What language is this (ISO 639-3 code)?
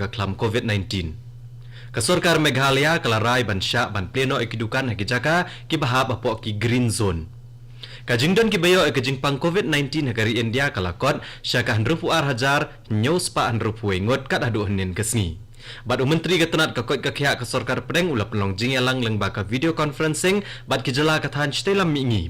kha